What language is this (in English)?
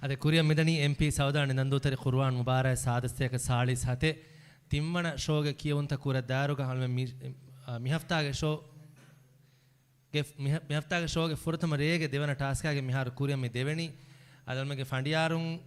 Divehi